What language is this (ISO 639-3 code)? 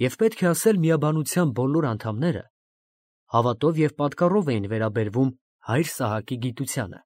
hye